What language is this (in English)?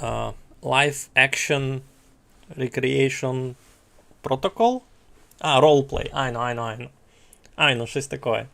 Rusyn